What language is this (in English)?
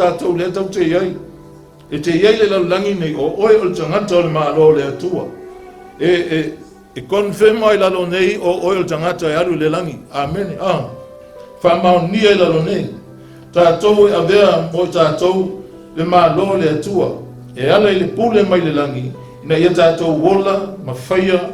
Samoan